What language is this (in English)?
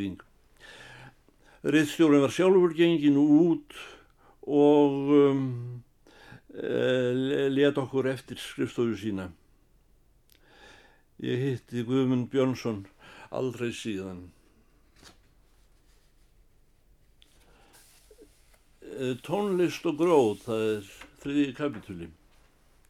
Icelandic